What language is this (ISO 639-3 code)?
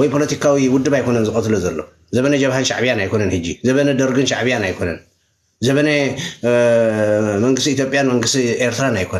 tir